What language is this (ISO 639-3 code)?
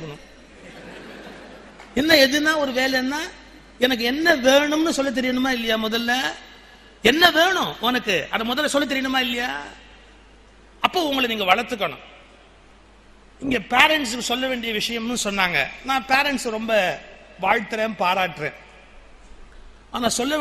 tam